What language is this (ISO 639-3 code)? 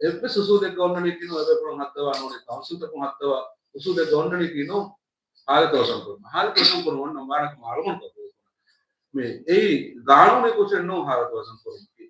div